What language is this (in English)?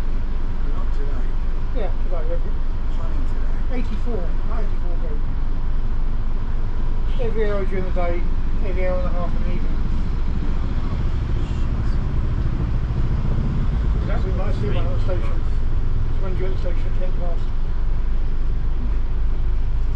English